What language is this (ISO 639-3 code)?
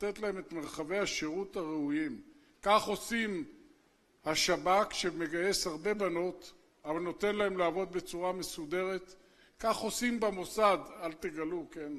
heb